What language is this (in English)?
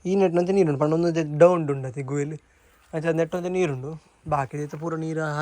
Tulu